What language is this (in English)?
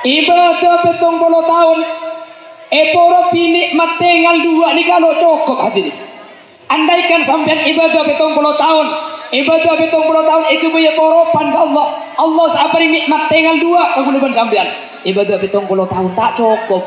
Madurese